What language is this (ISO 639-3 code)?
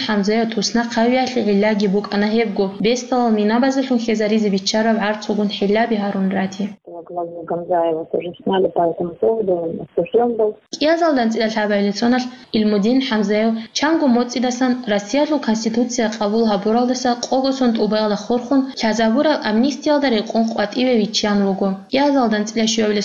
ava